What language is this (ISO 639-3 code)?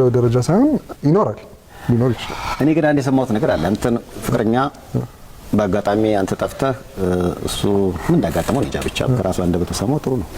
amh